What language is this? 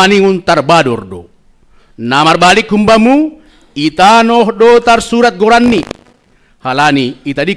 Batak Simalungun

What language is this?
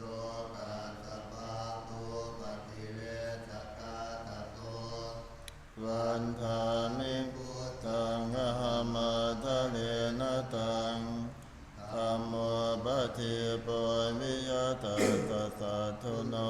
Pali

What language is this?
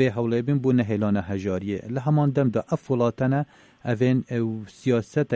Kurdish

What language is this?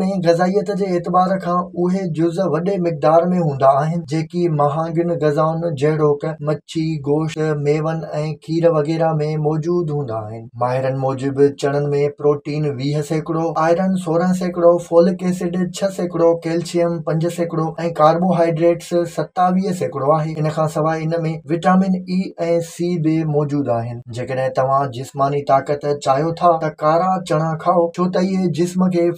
Sindhi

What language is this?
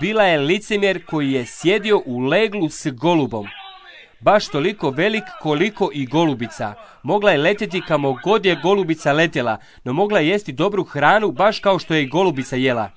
Croatian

